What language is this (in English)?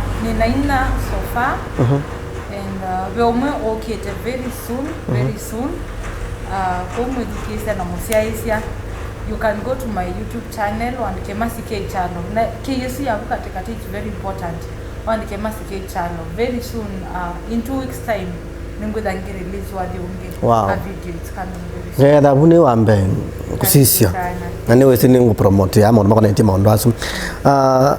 Kamba